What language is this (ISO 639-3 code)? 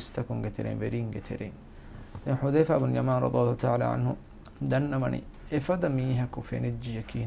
div